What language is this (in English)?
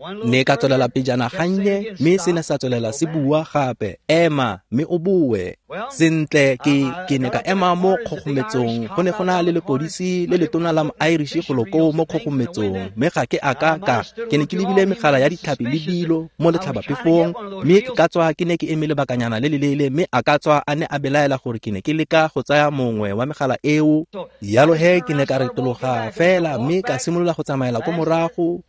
Tswana